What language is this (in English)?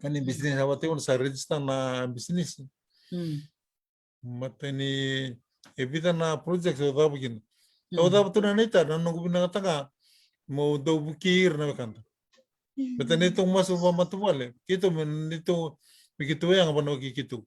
Fijian